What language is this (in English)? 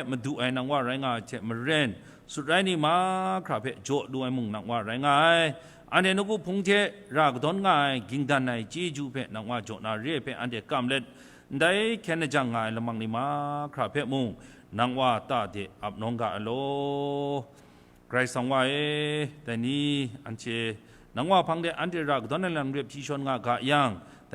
Kachin